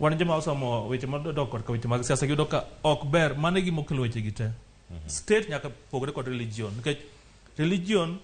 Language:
Luo (Kenya and Tanzania)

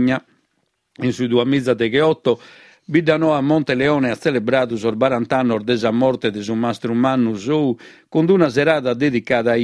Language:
Sardinian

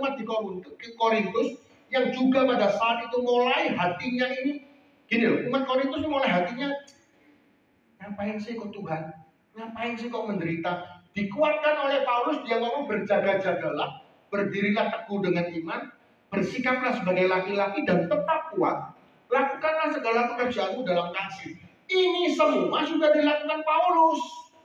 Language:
Indonesian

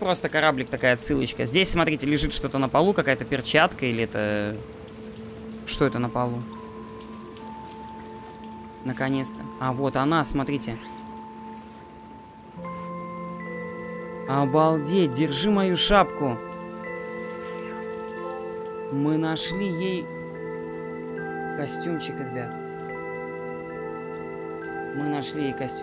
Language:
Russian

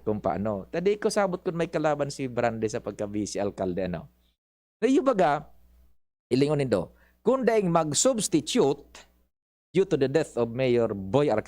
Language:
Bikol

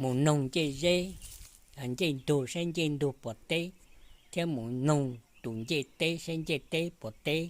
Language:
Hmong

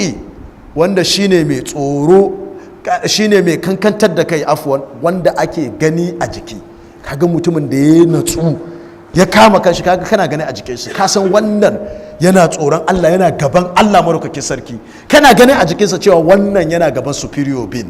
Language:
Hausa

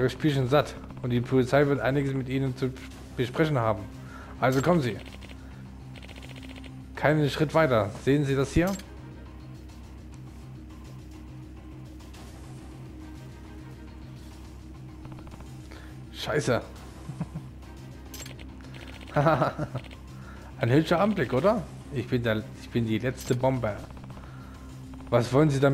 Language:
German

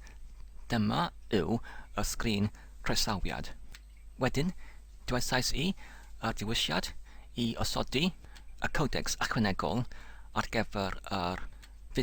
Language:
Welsh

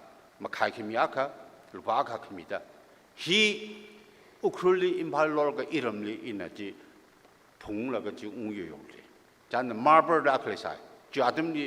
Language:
Tangkhul Naga (India)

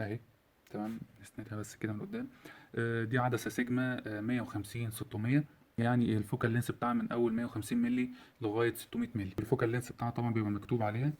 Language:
Egyptian Arabic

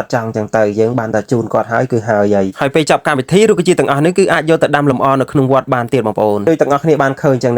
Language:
Khmer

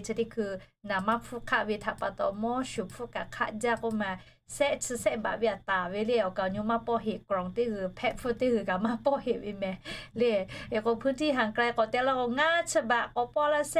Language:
Lahu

